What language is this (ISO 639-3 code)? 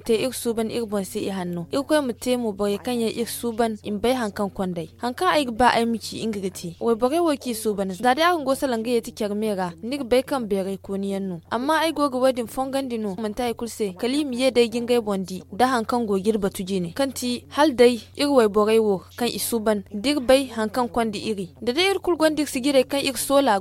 dje